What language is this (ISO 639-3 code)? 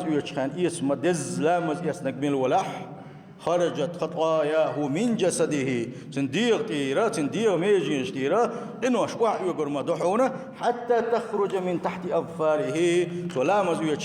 che